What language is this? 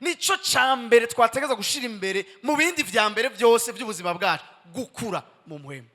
Rundi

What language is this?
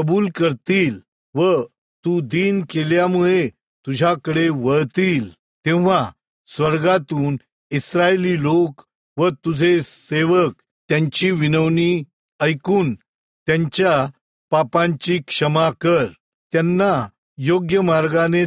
Marathi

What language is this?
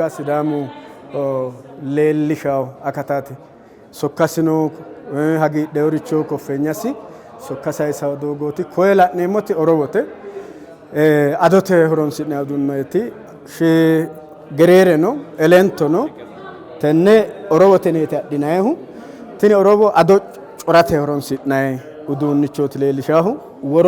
Sidamo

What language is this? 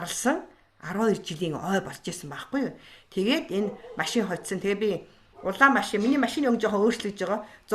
Mongolian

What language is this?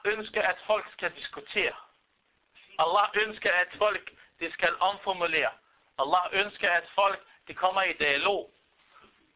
Danish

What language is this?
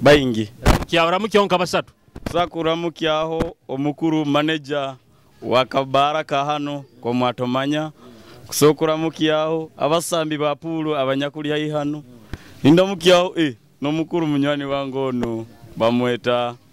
Nyoro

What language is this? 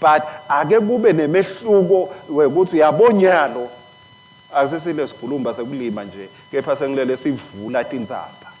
Swati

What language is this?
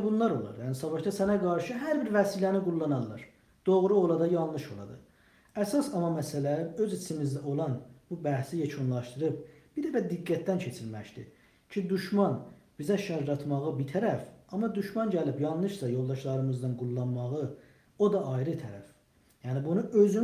South Azerbaijani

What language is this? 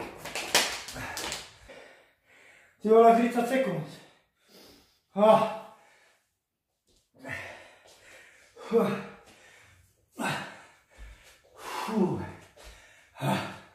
Slovak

